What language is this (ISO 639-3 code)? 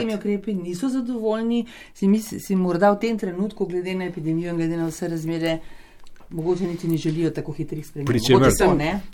slv